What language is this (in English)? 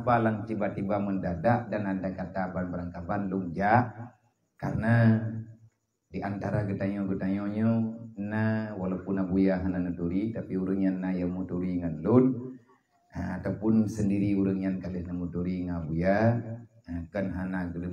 Achinese